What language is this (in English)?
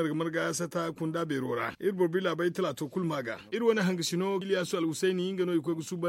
Zarma